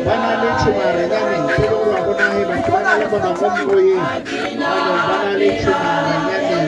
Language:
Tswana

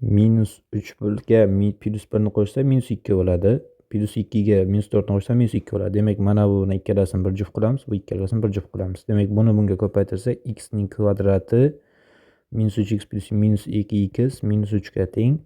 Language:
Uzbek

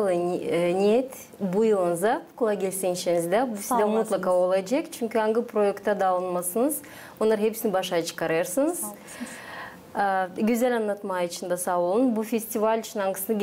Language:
Gagauz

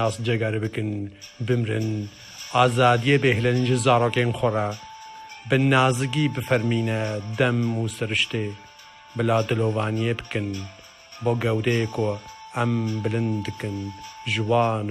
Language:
Kurdish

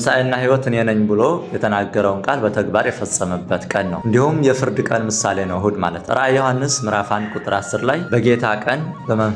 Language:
Amharic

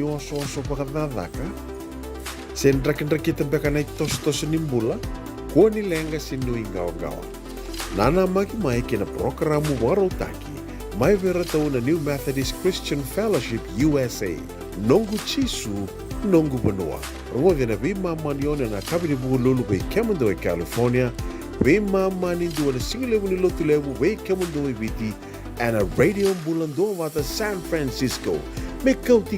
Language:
Fijian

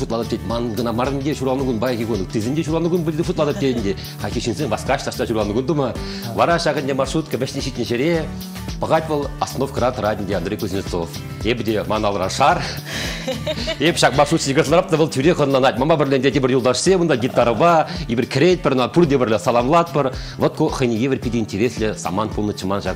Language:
Chuvash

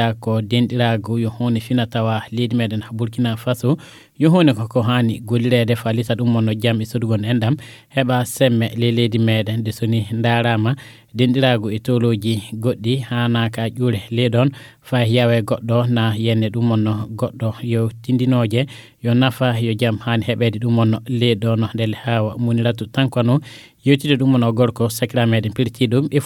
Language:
Fula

